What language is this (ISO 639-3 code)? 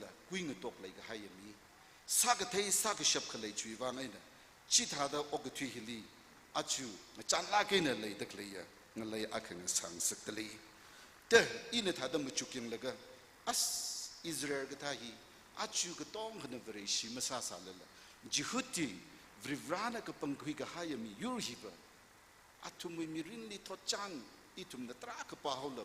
nmf